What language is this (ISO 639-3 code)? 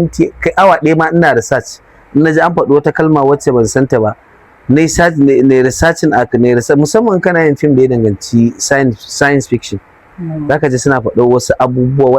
hau